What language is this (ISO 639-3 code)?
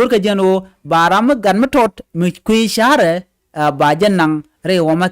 nus